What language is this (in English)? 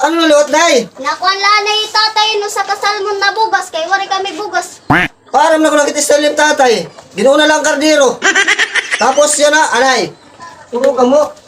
Waray